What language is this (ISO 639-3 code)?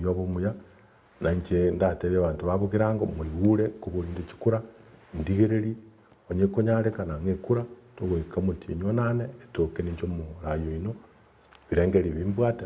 guz